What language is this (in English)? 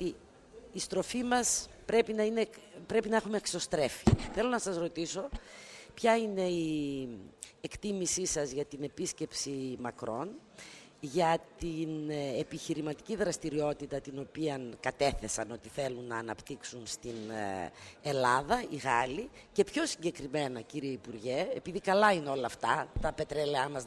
Greek